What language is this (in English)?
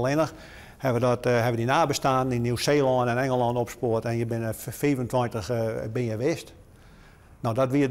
Western Frisian